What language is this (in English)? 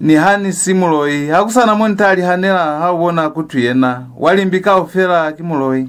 Lozi